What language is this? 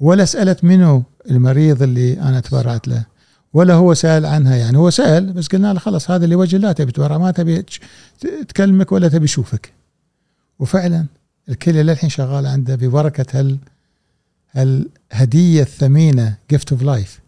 Gulf Arabic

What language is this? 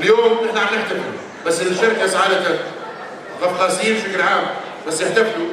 North Levantine Arabic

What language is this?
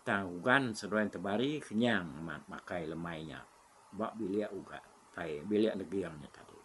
Iban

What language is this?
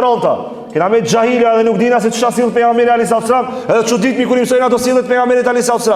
Albanian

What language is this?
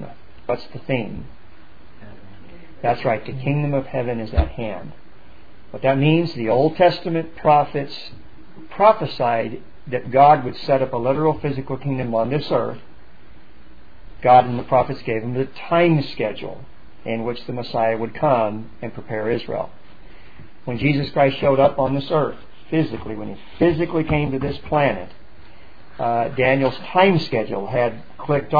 English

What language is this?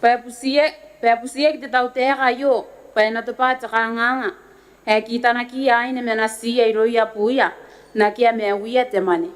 Gilbertese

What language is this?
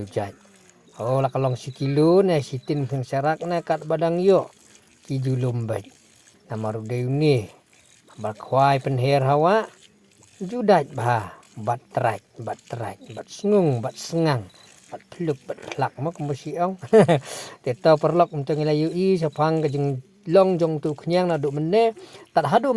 Khasi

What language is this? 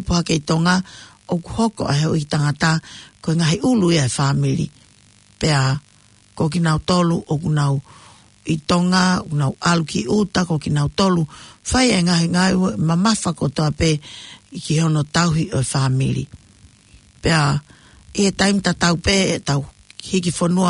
Tongan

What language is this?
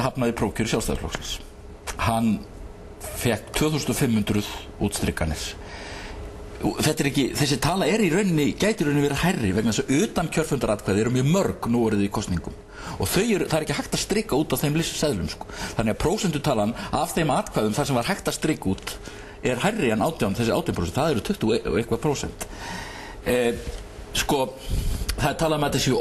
Icelandic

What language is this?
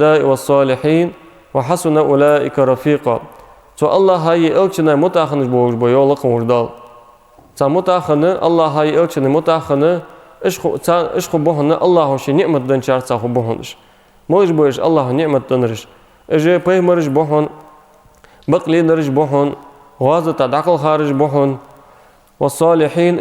Ingush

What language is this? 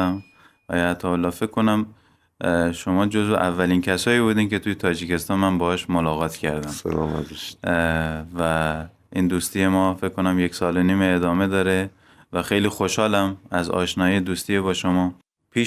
Persian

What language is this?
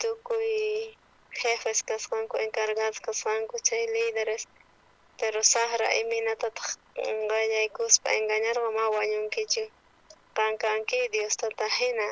South Bolivian Quechua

